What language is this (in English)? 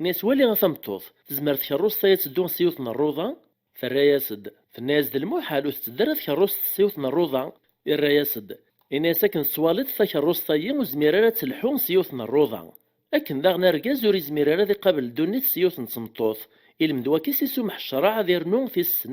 Kabyle